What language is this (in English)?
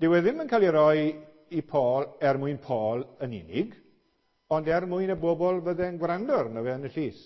Welsh